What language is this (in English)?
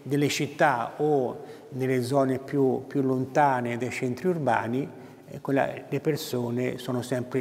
Italian